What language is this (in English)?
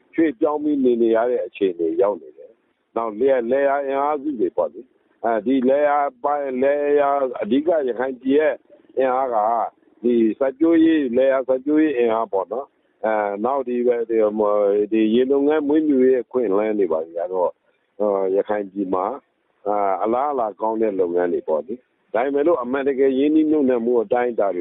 Burmese